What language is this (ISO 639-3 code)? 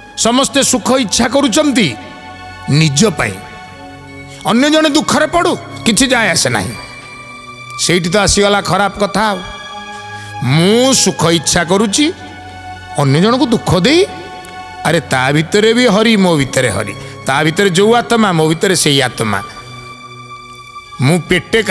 ori